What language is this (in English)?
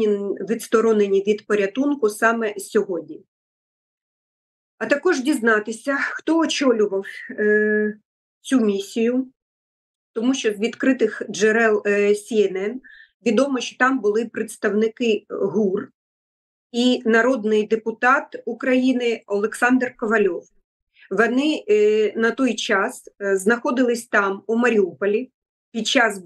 Ukrainian